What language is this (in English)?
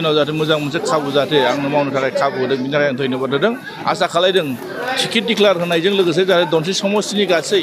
Bodo